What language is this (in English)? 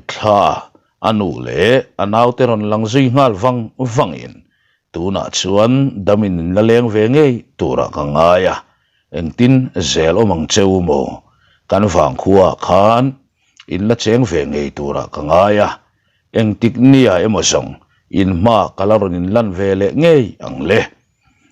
Mizo